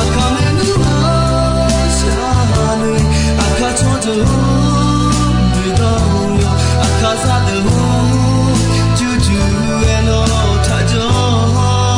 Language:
Akha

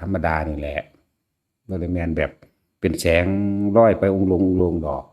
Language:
Northeastern Thai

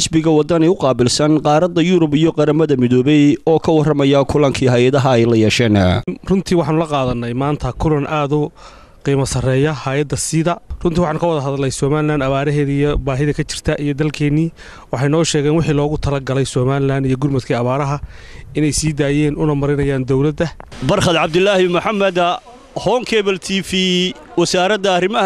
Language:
Somali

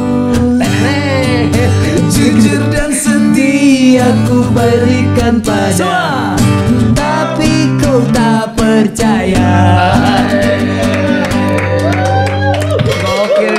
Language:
Indonesian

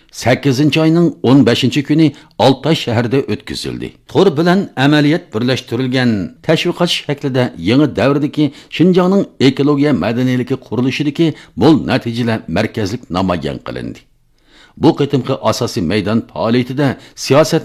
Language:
Uyghur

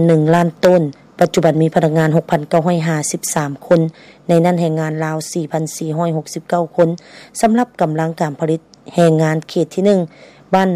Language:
Lao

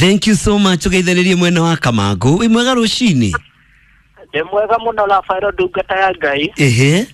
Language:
Kikuyu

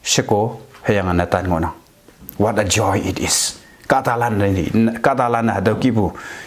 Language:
Konyak Naga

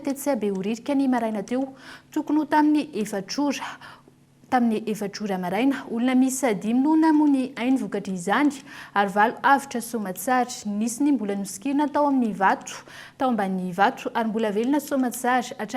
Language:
Malagasy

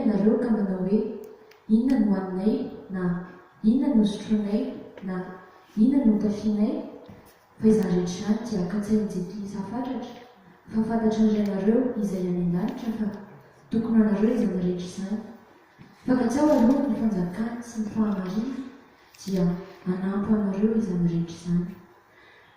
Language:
Malagasy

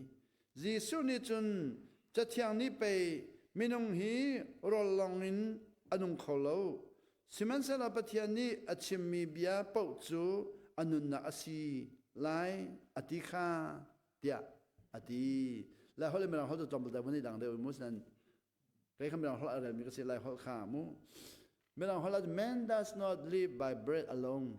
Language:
Hakha Chin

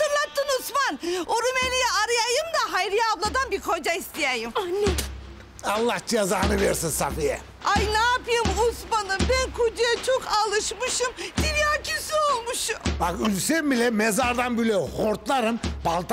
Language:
Turkish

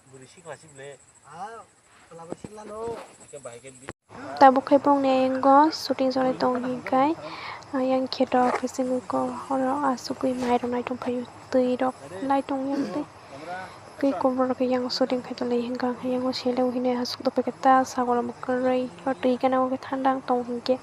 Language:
Kok Borok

